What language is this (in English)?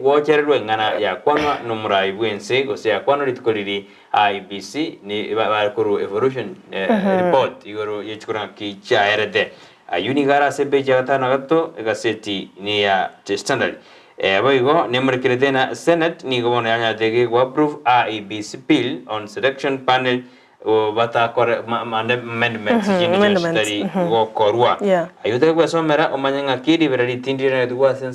Gusii